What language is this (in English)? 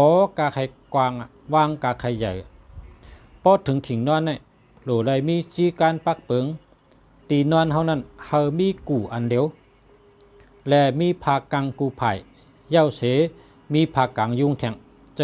Shan